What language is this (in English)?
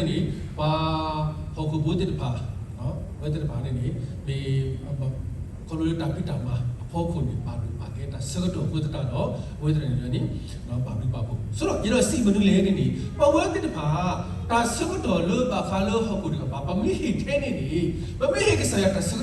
S'gaw Karen